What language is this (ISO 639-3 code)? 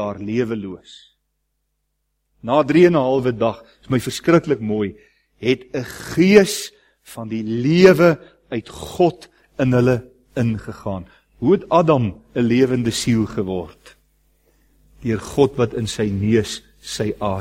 afr